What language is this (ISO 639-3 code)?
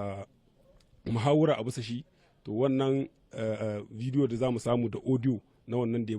hau